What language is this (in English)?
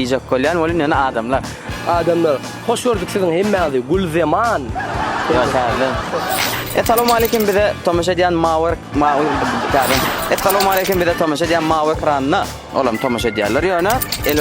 Turkmen